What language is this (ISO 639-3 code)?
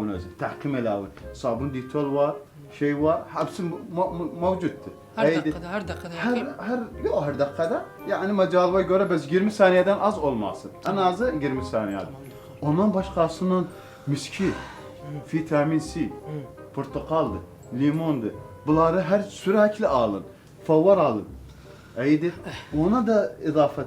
azb